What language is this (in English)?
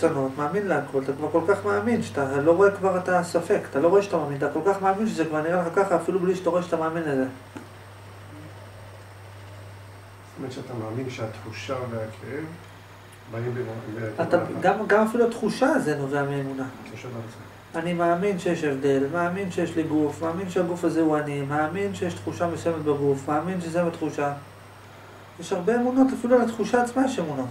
Hebrew